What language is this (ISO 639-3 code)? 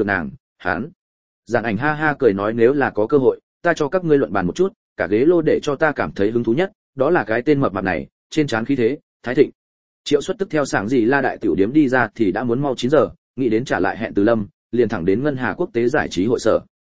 vie